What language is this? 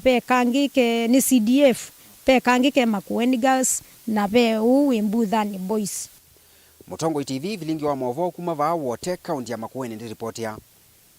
Kamba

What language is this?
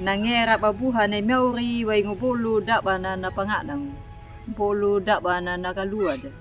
Anakalangu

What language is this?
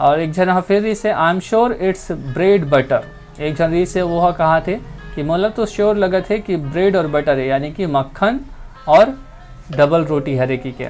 Chhattisgarhi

